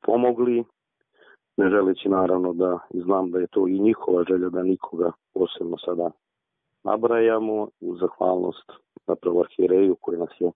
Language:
Serbian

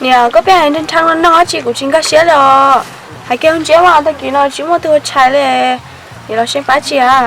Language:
Hmong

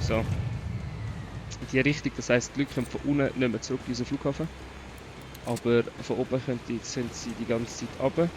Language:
Swiss German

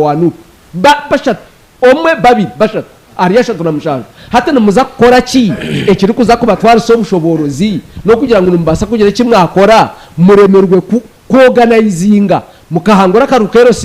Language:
Nyankole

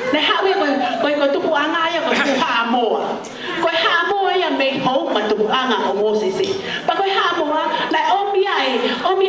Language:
Tongan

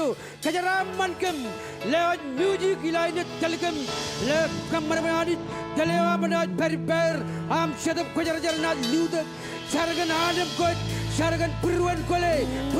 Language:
Marshallese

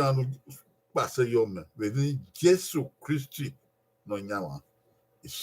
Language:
Bini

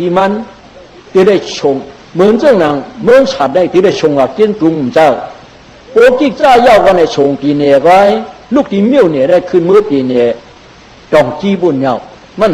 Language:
Shan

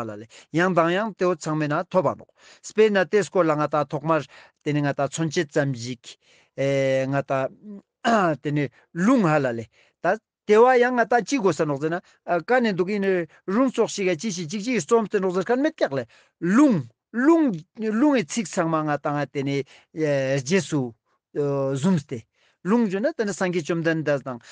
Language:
Ladakhi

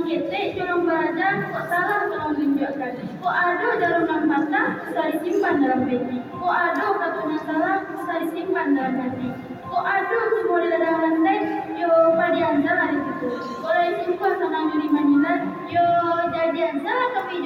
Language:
Minangkabau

